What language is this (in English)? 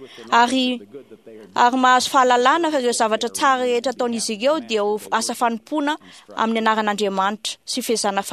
Malagasy